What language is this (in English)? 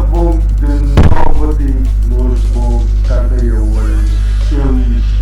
Papiamento